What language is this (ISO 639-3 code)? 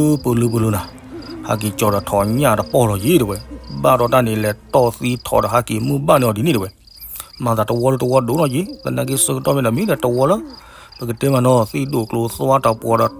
ksw